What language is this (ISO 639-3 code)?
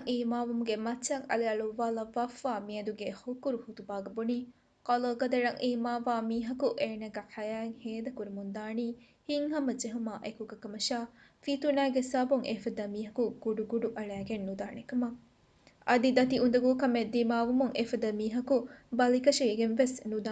div